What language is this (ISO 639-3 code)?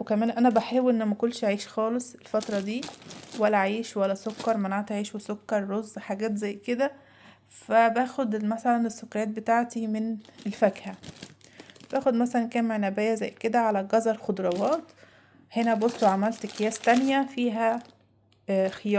arz